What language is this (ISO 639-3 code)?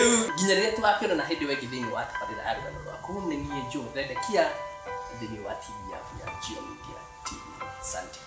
kik